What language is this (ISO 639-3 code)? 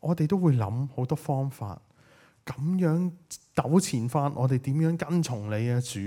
yue